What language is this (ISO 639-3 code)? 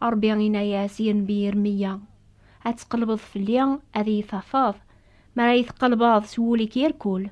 kab